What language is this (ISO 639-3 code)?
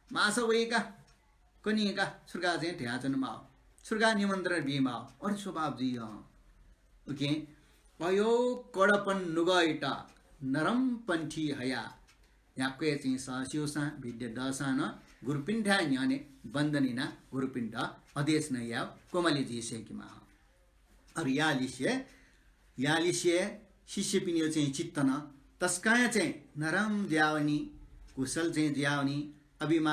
new